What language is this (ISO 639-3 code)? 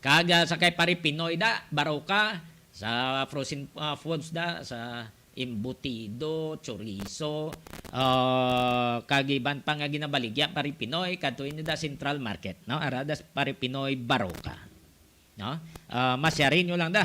hil